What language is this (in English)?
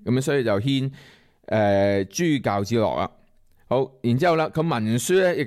Cantonese